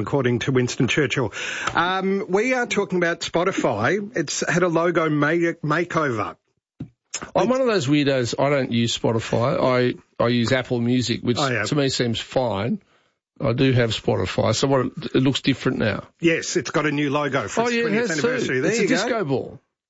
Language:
English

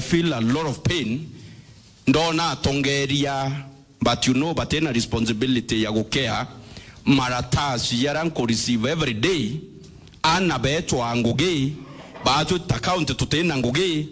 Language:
Meru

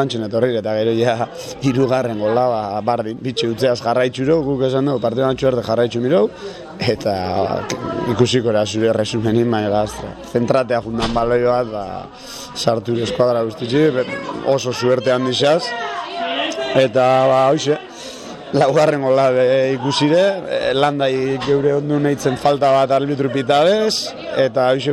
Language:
Basque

